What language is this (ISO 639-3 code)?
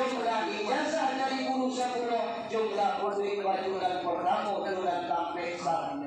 min